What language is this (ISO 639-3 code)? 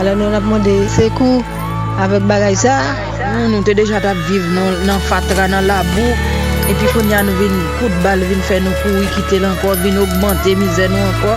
hat